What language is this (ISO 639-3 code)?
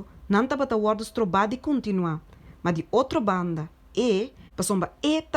pap